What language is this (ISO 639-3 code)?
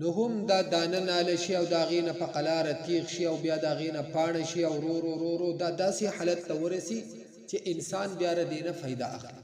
pus